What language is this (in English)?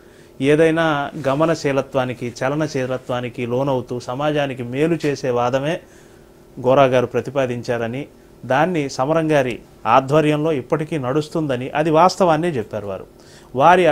Telugu